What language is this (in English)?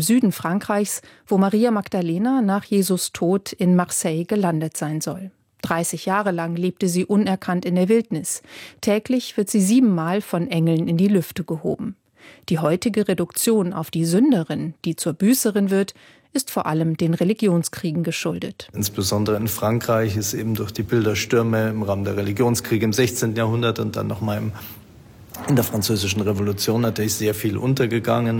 German